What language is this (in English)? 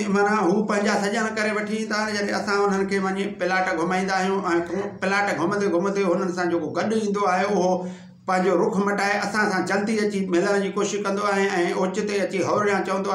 Sindhi